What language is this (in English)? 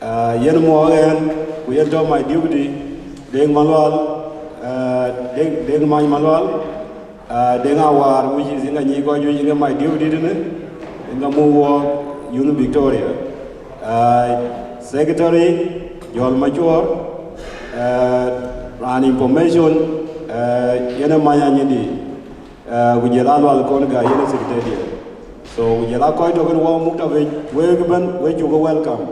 Dinka